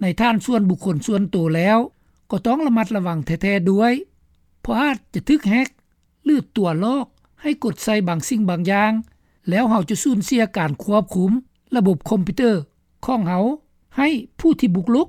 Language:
Lao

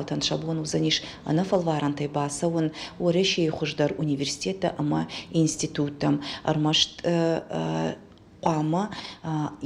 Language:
Ossetic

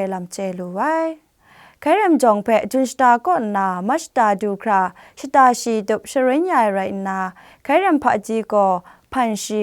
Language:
Kachin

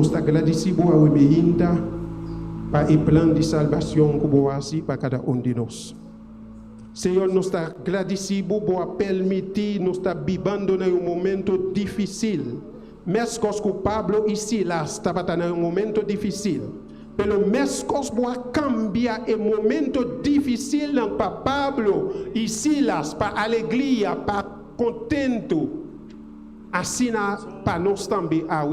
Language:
Papiamento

